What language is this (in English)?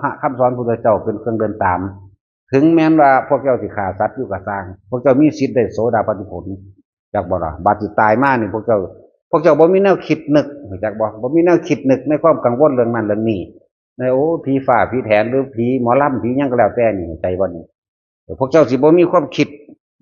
Northeastern Thai